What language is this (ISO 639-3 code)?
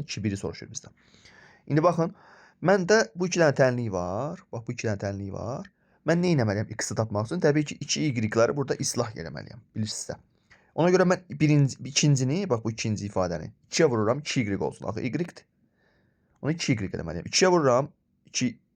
aze